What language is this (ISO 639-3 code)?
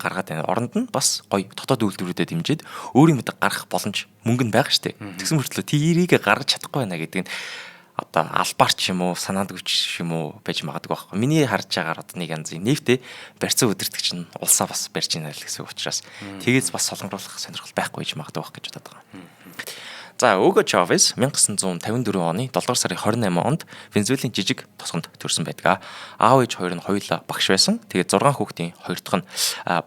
mon